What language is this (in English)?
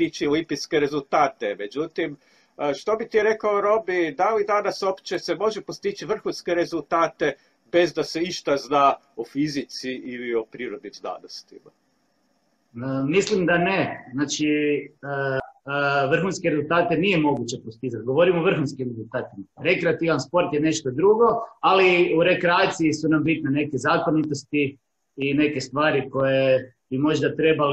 Croatian